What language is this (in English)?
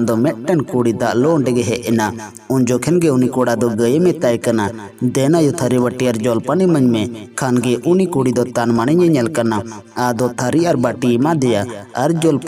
Santali